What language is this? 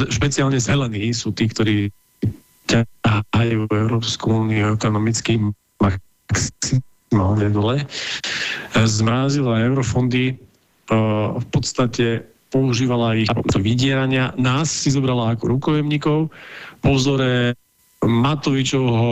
Slovak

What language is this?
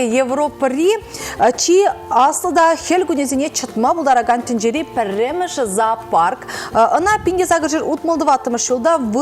Chuvash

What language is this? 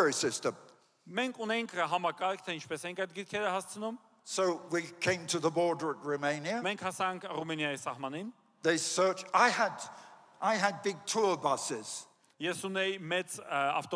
Armenian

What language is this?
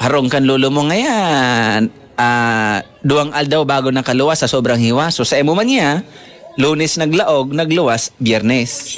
Bikol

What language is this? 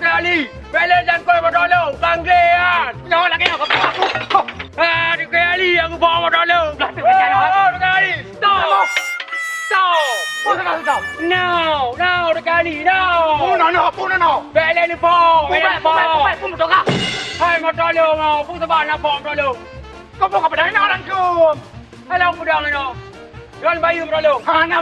Achinese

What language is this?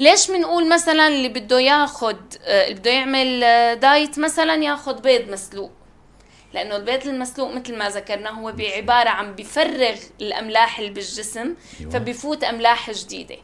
North Levantine Arabic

